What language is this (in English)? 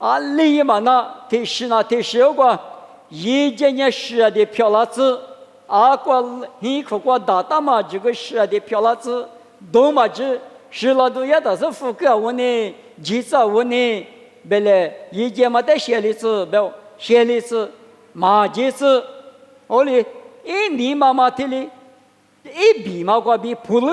Lisu